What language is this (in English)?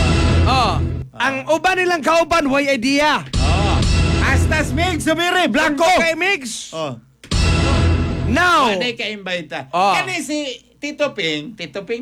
Cebuano